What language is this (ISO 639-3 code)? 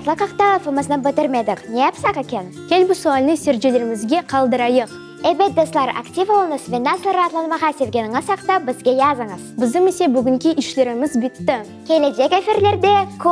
crh